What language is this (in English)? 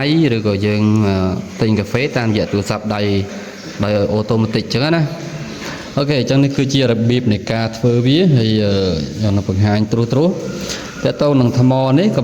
Khmer